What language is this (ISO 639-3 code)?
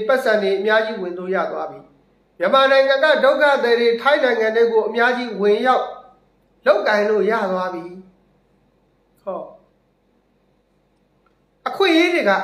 mya